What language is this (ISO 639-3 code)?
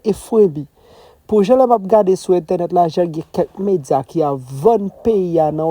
hat